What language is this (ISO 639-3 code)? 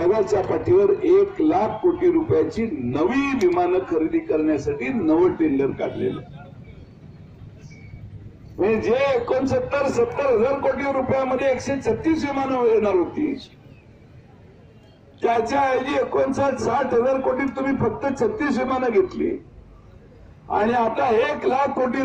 mar